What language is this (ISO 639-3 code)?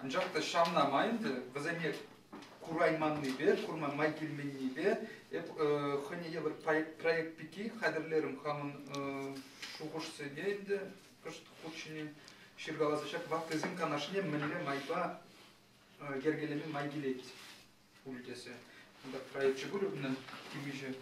chv